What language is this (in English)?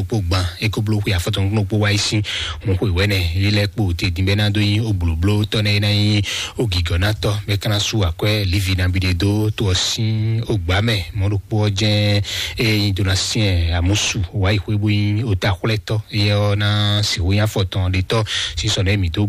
Fon